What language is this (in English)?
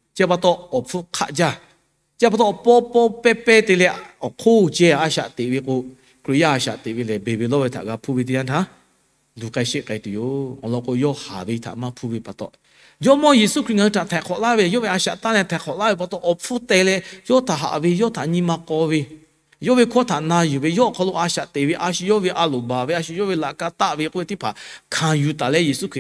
Lahu